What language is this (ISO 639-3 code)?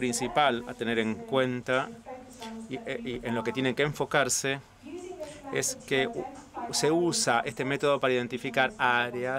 spa